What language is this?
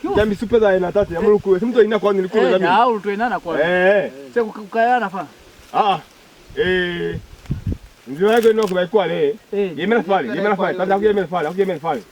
Lozi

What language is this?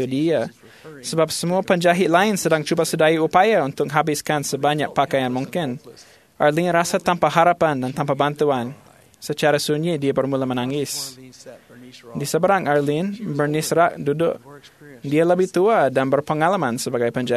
Malay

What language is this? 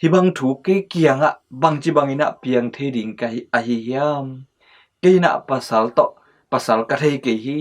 Tedim Chin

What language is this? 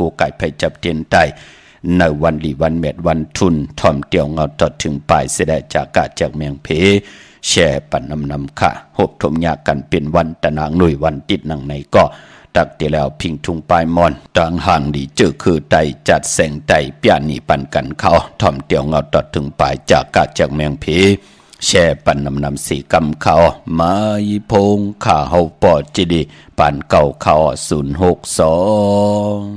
Shan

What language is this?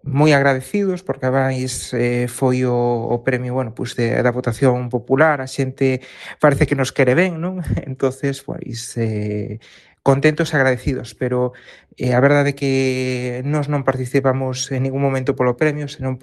Galician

